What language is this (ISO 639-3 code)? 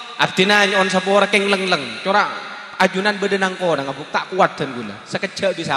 mad